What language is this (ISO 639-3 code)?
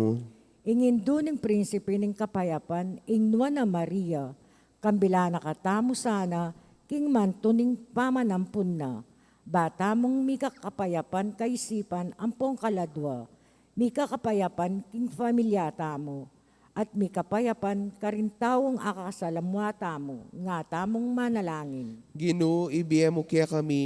pam